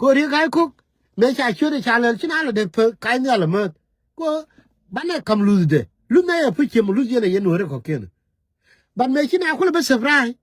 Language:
Nuer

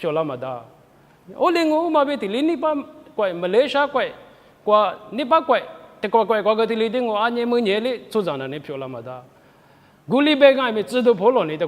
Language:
Lisu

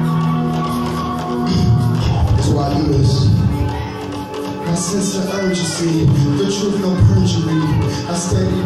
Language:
English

